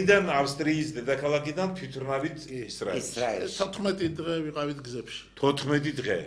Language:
Georgian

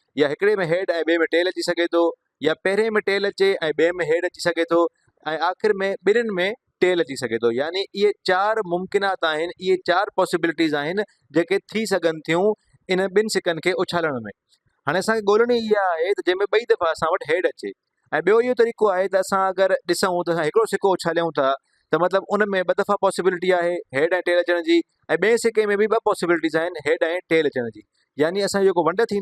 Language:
Sindhi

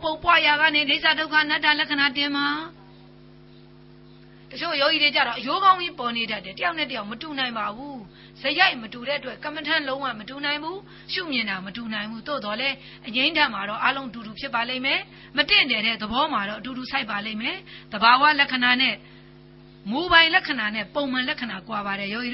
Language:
Burmese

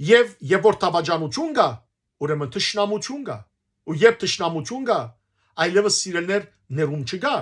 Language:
Western Armenian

